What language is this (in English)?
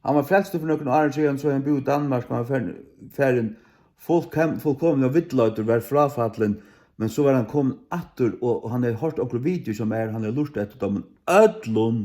Faroese